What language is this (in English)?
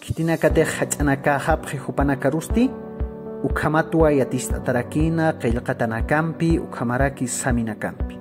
Aymara